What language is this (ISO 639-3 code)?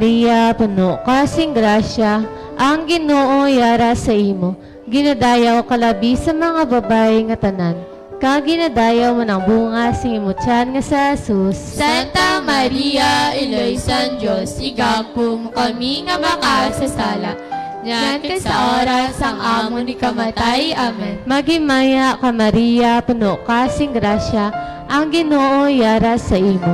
hil